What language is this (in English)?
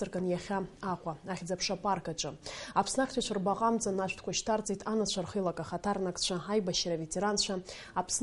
Abkhazian